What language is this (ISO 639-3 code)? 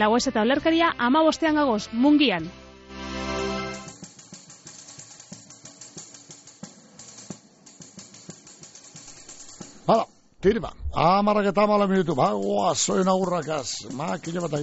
eus